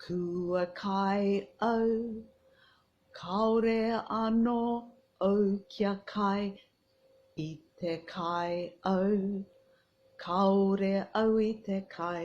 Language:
Māori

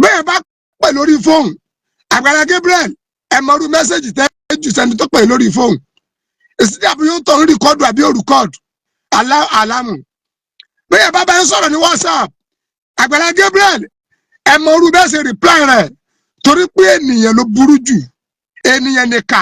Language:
Yoruba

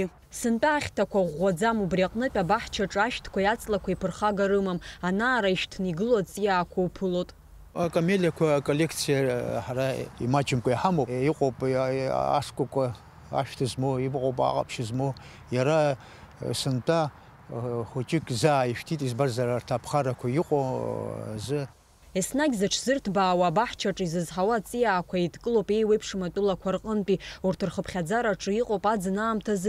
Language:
Abkhazian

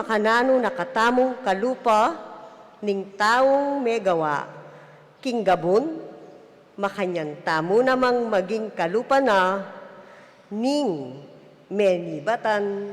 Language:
Pampanga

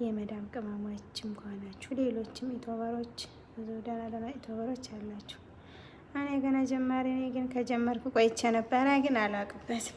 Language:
Amharic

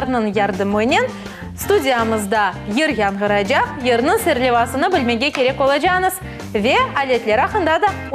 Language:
Crimean Tatar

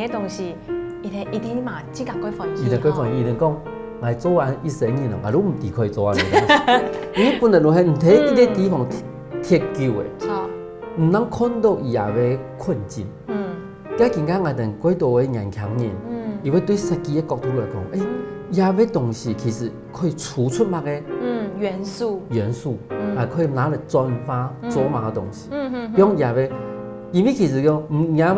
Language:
Hakka Chinese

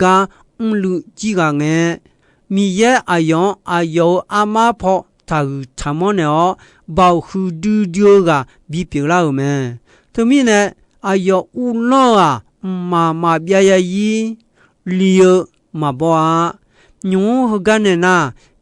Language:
Akha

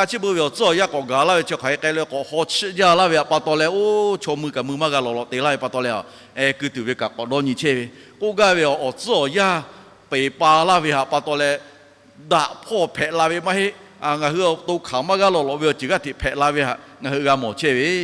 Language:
Lahu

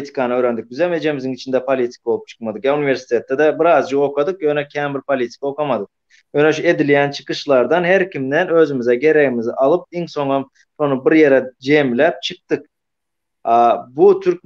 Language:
Turkmen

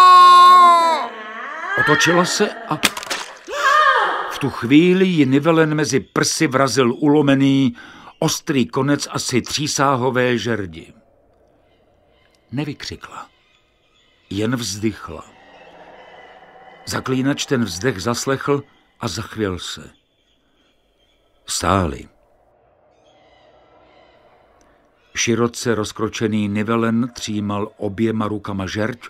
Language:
Czech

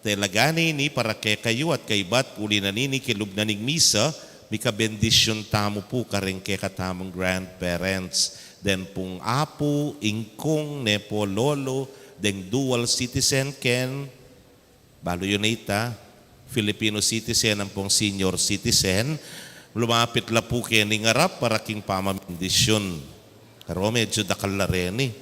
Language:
Pampanga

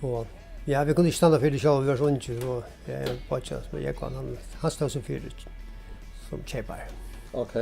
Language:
Faroese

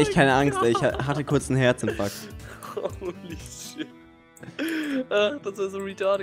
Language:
German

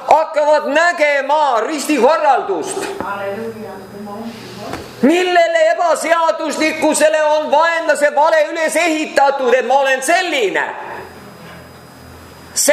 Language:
Estonian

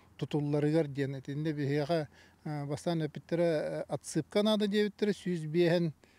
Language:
Yakut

